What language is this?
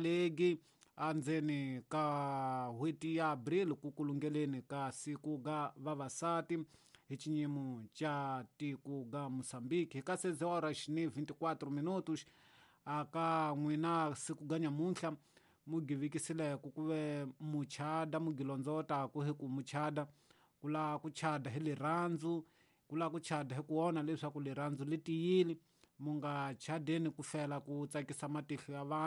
Tsonga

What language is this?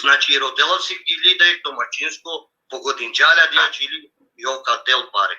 Balkan Romani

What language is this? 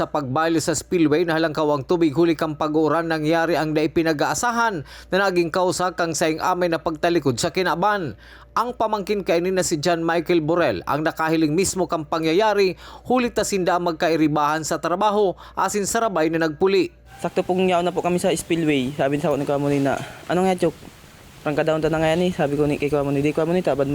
Bikol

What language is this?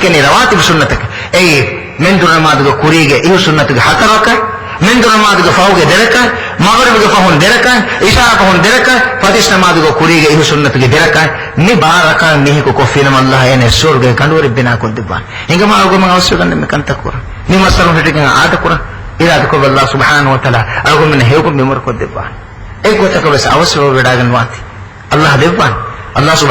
Divehi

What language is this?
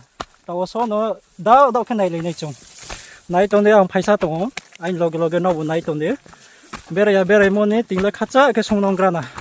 Riang (India)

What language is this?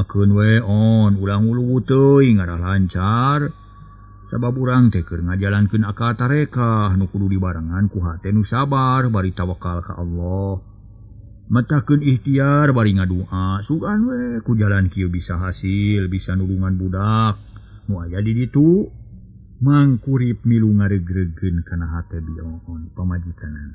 Sundanese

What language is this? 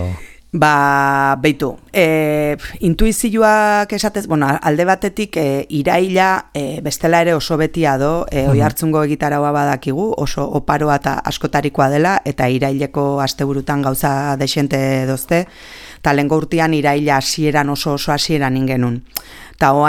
Basque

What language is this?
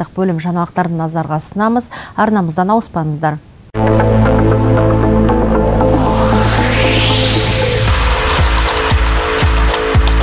Kazakh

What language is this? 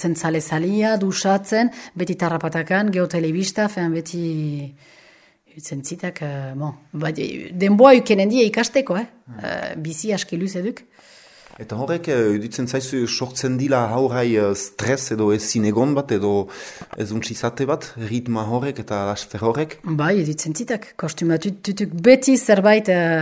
Basque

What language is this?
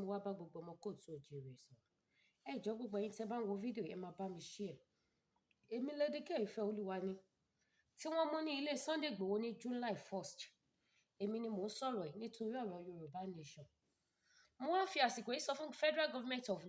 Yoruba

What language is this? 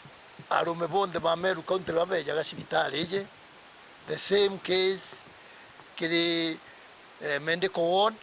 Meru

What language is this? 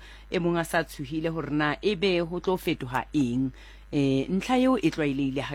Southern Sotho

